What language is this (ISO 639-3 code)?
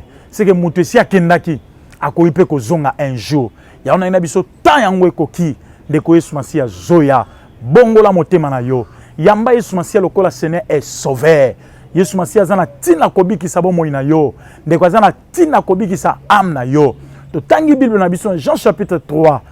lin